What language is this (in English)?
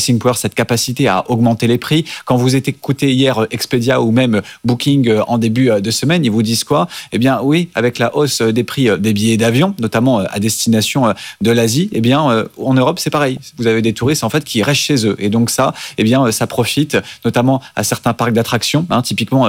French